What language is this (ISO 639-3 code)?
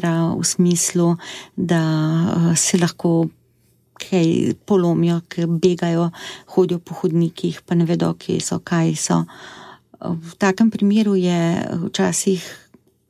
slv